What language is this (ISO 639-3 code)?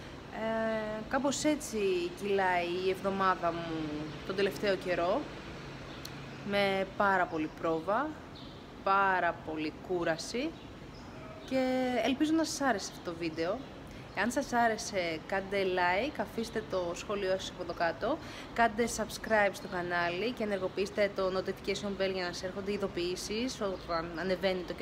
ell